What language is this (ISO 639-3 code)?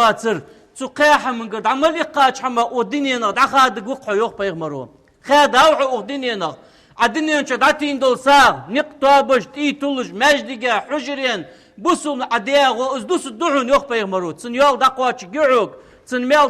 inh